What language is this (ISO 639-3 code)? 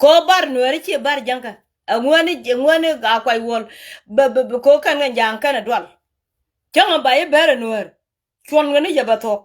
nus